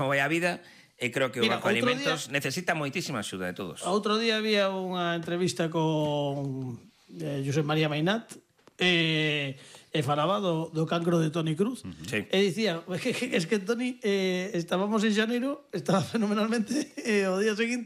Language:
Galician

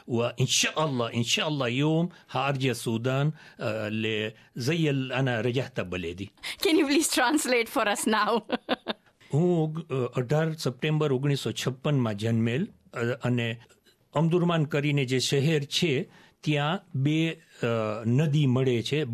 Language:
Gujarati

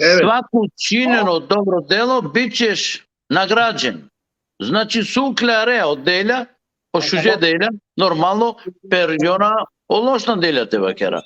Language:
Balkan Romani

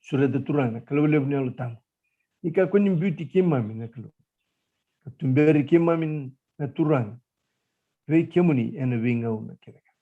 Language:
Fijian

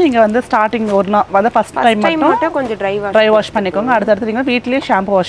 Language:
Tamil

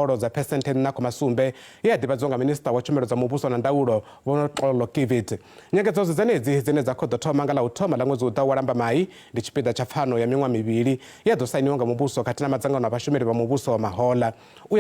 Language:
Venda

